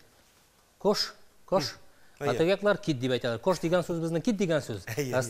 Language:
Tatar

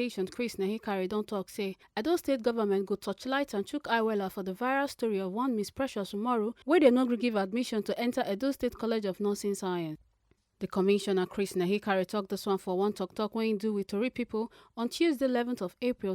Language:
Nigerian Pidgin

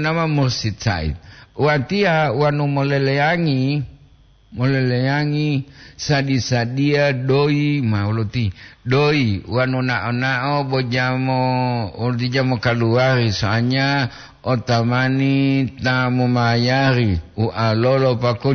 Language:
Gorontalo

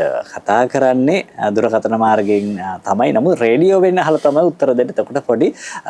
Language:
Sinhala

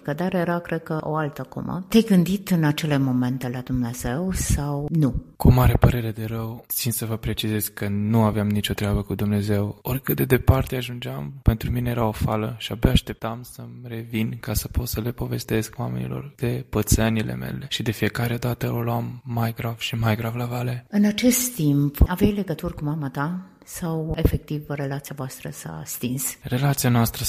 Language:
Romanian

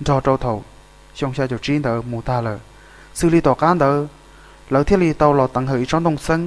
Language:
Hmong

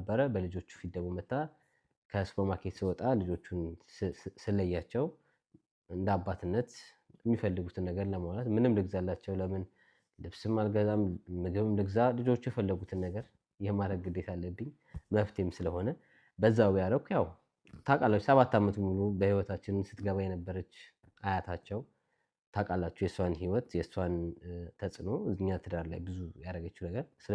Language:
Amharic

